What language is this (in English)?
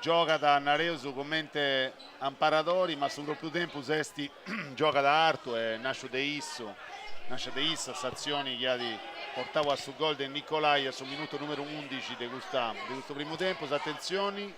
Sardinian